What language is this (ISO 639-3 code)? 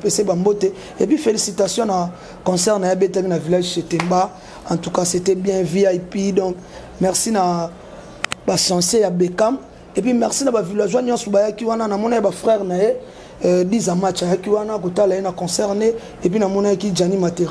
lin